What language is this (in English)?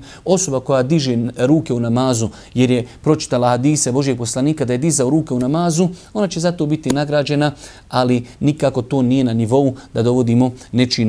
Bosnian